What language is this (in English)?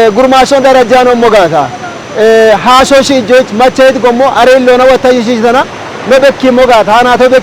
Kafa